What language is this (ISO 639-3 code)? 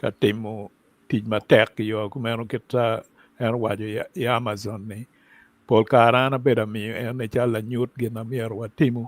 ach